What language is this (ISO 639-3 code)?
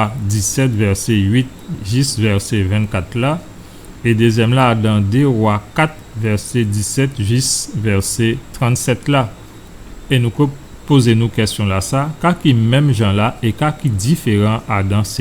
gcf